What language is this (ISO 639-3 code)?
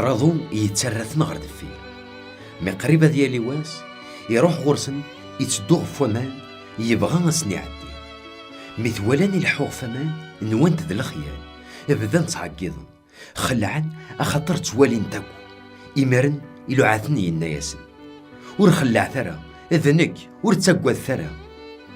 kab